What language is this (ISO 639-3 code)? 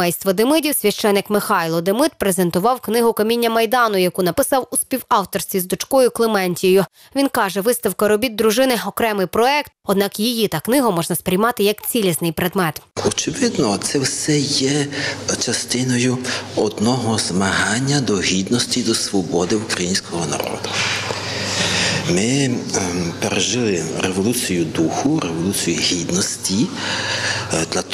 ukr